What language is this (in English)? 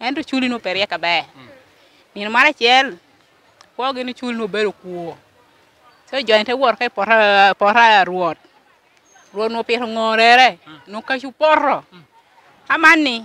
Lango (Uganda)